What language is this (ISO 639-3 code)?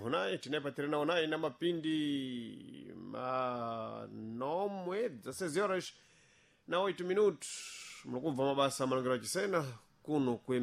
seh